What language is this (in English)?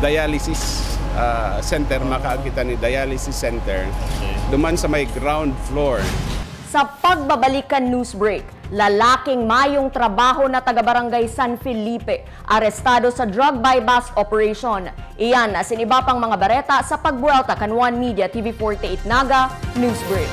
Bikol